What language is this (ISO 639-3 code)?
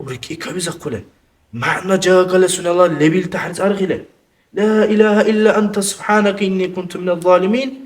dar